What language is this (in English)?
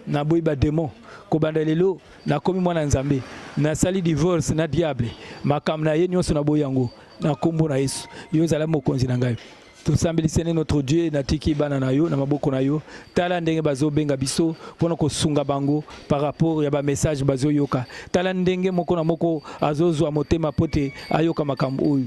Lingala